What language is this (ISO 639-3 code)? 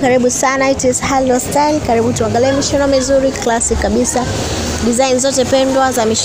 swa